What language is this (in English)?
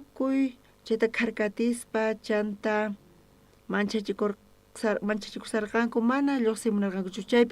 South Bolivian Quechua